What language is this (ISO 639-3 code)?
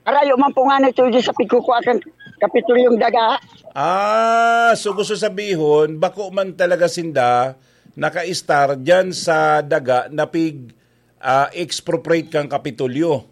bik